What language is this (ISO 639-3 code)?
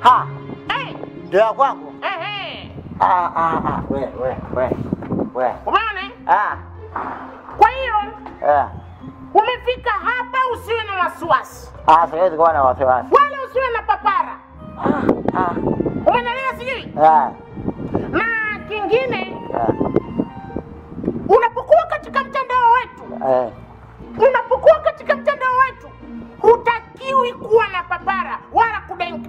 swa